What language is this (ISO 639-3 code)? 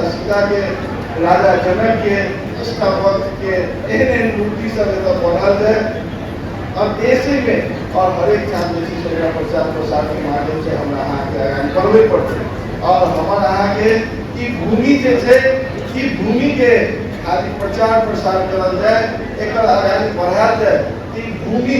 mai